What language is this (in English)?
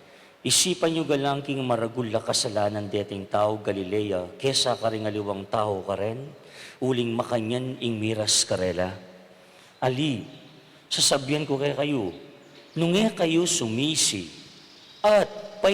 Pampanga